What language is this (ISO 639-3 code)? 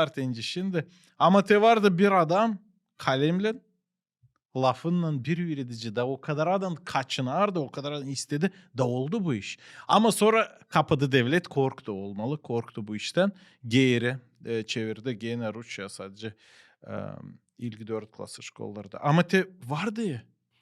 gag